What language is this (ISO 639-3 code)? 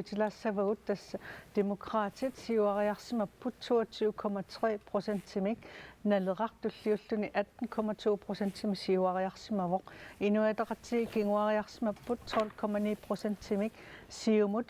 kal